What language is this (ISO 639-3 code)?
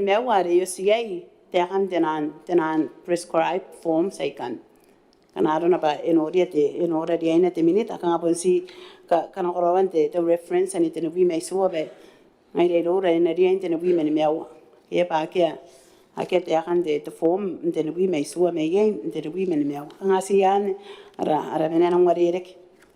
gil